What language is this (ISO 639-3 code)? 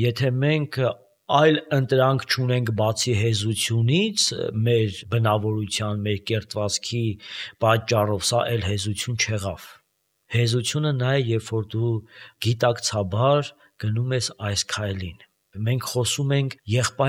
hye